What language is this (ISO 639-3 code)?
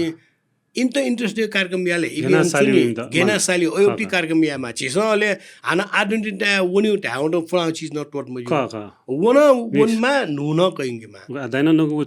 new